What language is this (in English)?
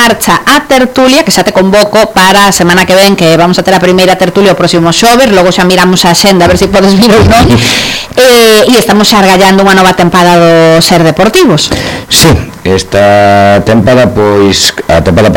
Galician